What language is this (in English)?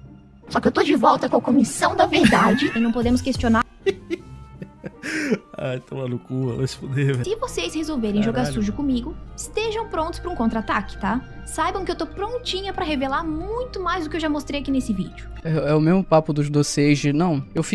Portuguese